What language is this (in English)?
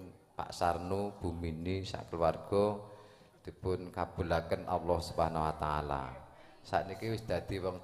Javanese